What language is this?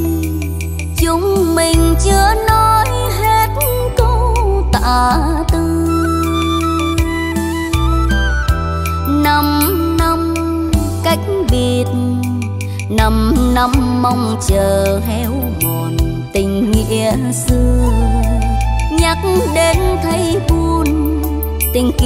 Vietnamese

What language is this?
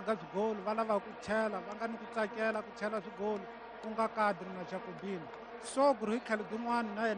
Tsonga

